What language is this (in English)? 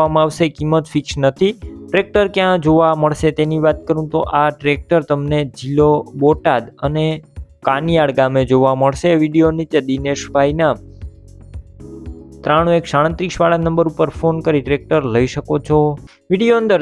Gujarati